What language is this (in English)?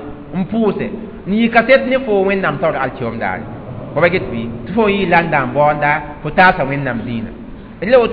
Mossi